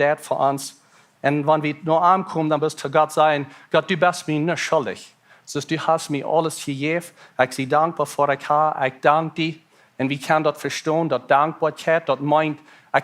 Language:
Plautdietsch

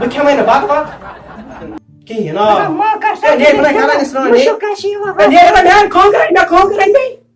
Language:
Kashmiri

